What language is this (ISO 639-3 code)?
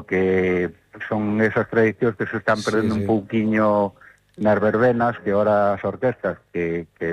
glg